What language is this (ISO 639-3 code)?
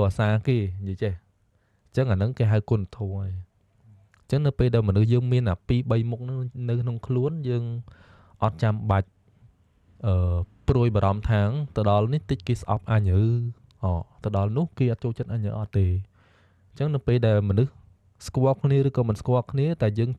khm